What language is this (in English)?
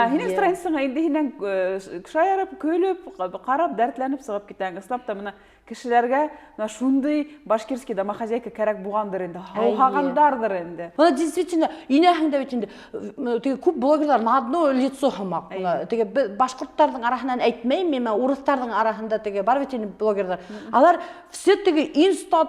Bashkir